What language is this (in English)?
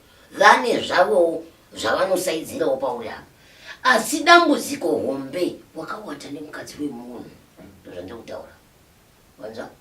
Shona